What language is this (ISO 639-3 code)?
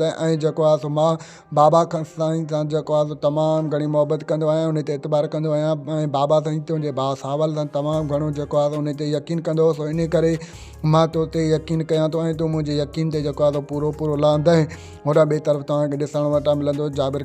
snd